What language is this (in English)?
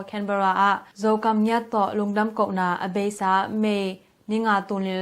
Tedim Chin